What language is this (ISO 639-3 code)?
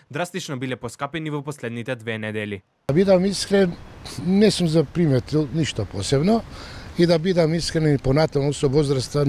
mkd